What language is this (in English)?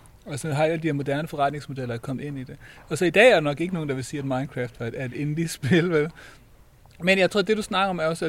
Danish